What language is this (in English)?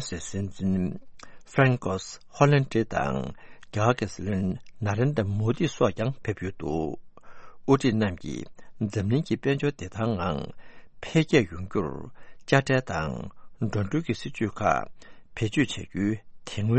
Tibetan